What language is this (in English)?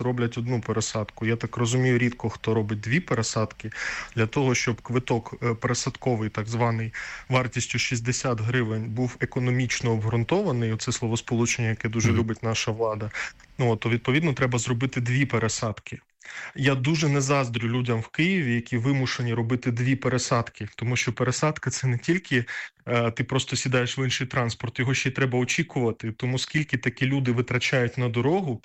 Ukrainian